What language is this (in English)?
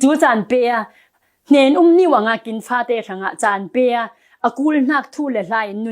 Falam Chin